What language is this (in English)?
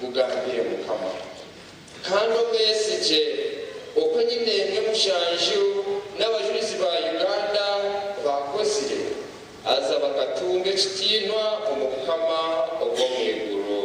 Nyankole